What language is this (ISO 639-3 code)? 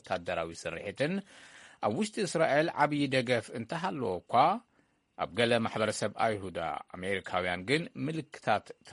tir